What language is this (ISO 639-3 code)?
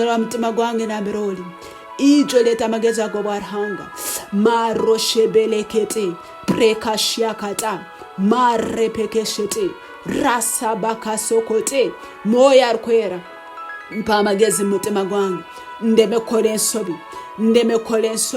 ttj